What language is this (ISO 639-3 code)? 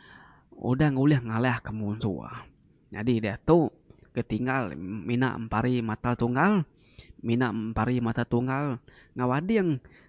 iba